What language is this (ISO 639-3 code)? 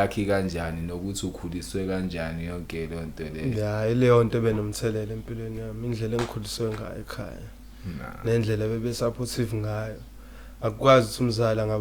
zul